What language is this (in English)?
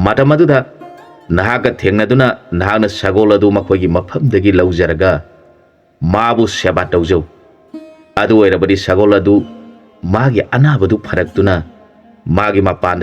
Manipuri